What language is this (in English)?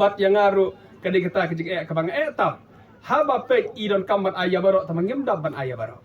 Khasi